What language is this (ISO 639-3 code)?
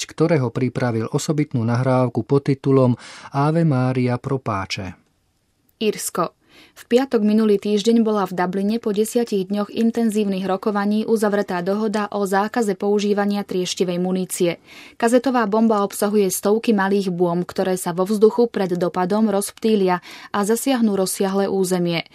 slk